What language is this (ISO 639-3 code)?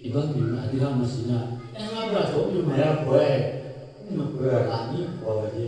lhu